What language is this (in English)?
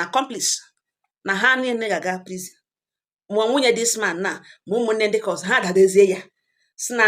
Igbo